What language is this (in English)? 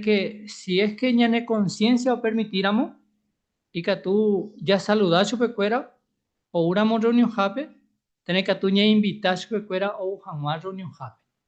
Guarani